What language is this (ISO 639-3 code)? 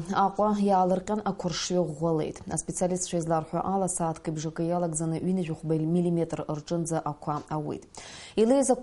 abk